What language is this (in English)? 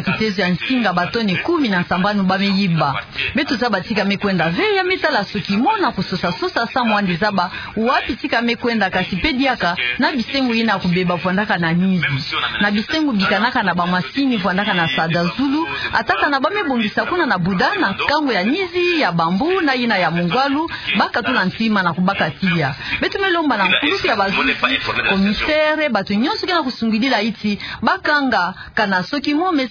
Kituba (Democratic Republic of Congo)